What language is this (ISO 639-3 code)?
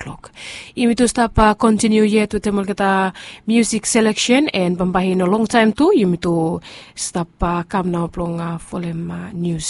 bis